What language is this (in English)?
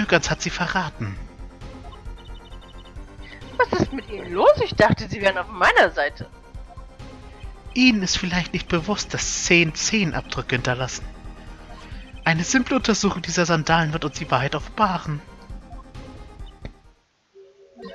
German